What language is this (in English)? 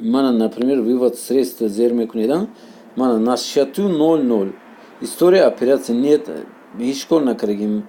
Tajik